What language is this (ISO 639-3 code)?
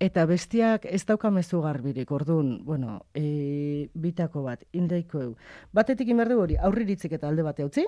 eus